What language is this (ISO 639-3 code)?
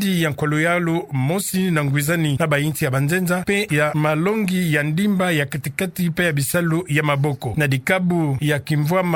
ktu